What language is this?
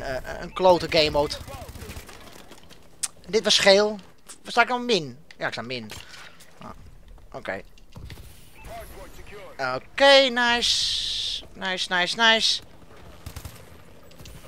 Dutch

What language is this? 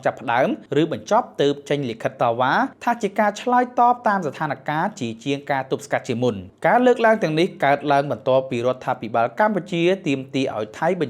Khmer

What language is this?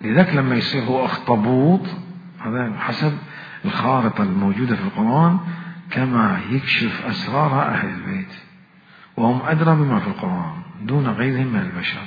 Mesopotamian Arabic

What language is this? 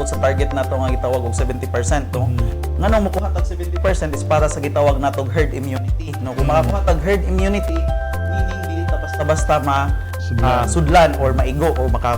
Cebuano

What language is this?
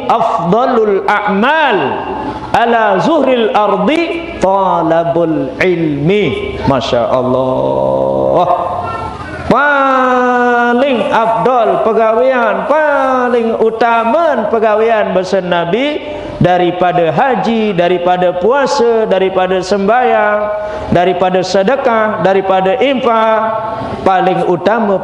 Sasak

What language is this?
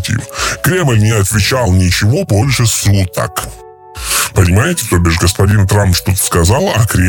Russian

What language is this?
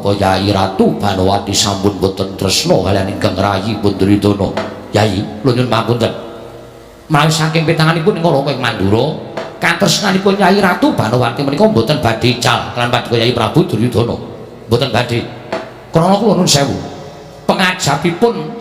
Javanese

